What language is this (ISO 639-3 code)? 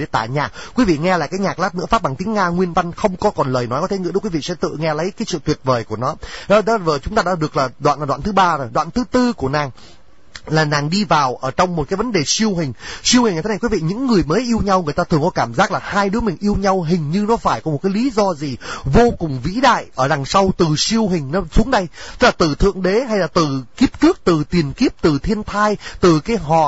vie